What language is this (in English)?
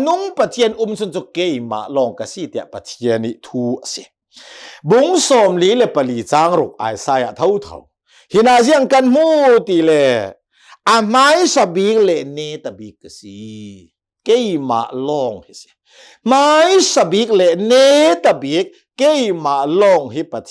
Hakha Chin